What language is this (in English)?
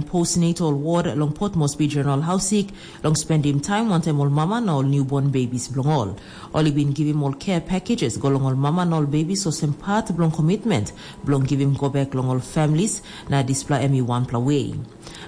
Tok Pisin